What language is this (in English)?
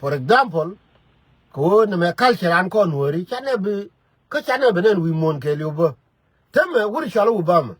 Nuer